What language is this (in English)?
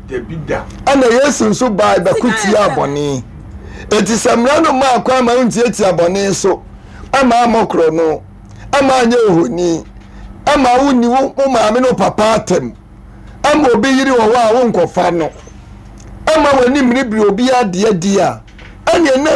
Akan